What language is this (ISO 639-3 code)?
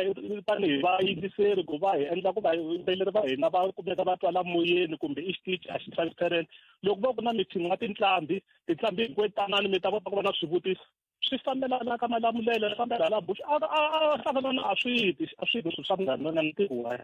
tso